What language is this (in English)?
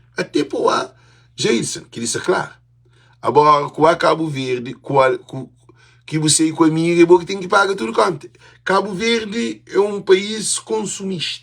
Kabuverdianu